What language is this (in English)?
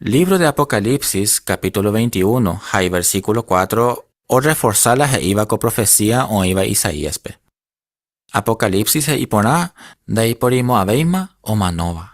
Guarani